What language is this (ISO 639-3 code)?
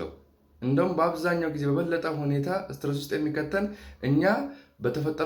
amh